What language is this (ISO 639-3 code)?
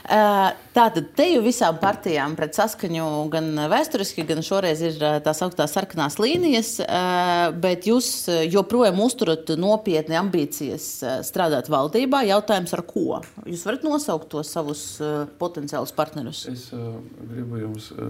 lav